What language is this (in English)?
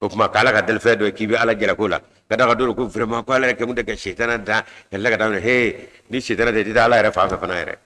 Bambara